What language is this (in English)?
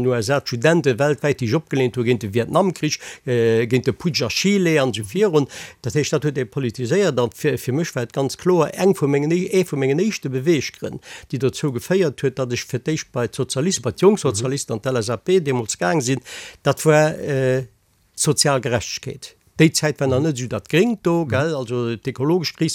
Luxembourgish